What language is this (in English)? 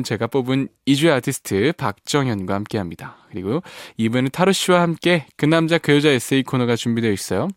Korean